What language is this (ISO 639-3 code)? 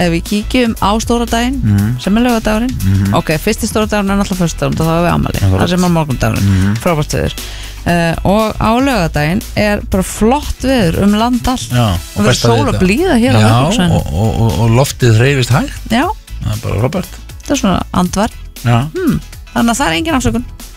isl